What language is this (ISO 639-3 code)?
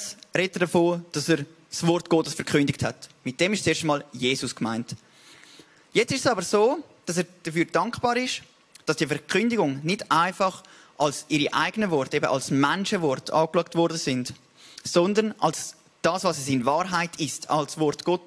gsw